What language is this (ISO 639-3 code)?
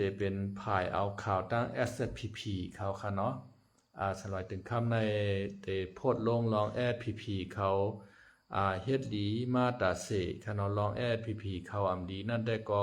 shn